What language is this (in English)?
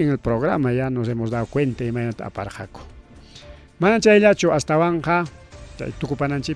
Ayacucho Quechua